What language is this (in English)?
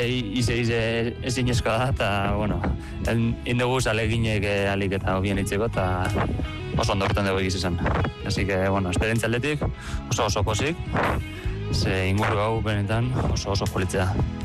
Basque